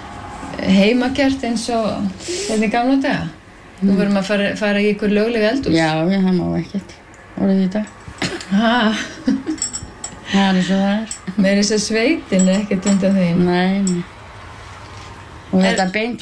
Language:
Icelandic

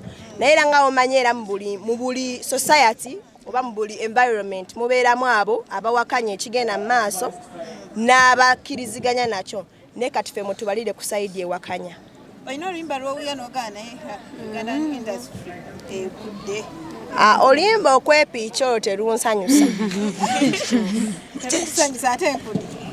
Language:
Ganda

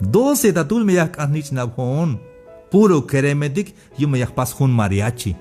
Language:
Tzeltal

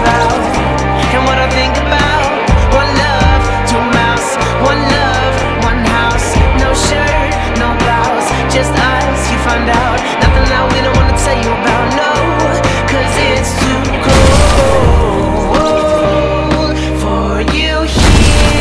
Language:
English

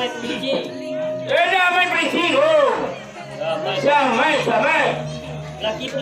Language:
Minangkabau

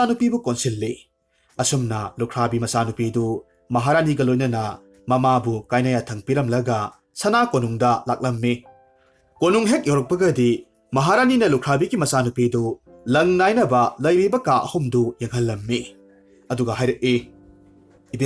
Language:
Manipuri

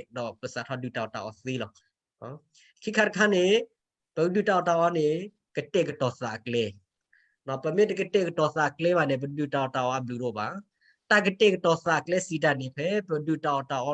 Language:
S'gaw Karen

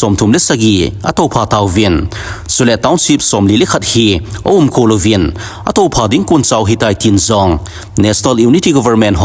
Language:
Thado Chin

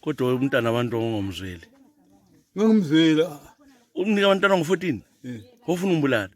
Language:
North Ndebele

